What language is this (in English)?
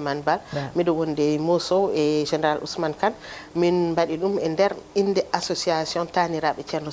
Fula